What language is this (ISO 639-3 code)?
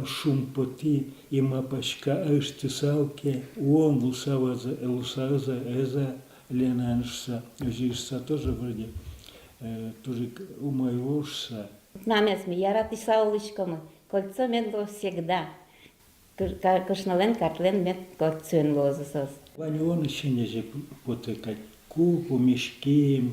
udm